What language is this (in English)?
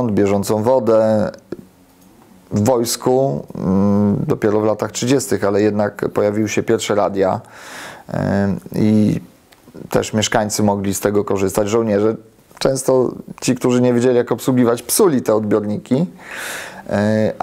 Polish